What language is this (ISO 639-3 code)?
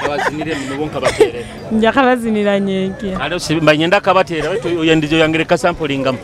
nyo